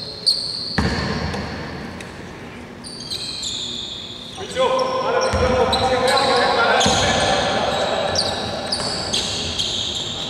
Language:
Greek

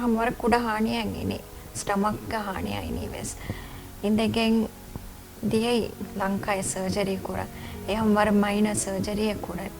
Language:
Divehi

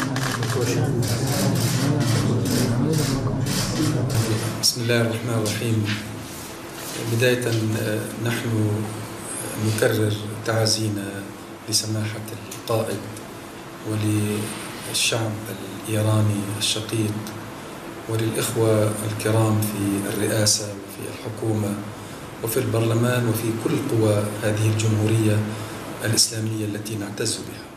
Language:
Arabic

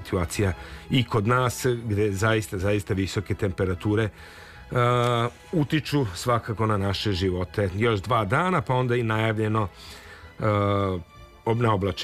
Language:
Serbian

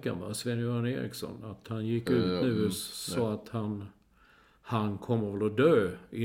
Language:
Swedish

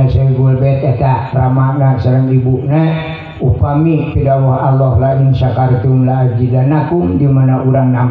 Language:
Sundanese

